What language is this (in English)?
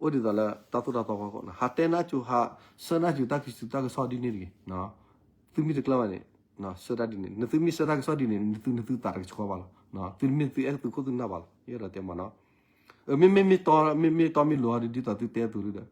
S'gaw Karen